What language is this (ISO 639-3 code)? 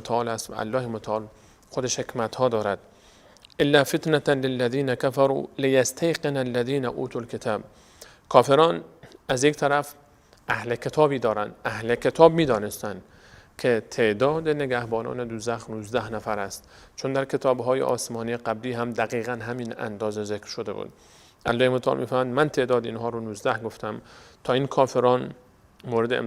fas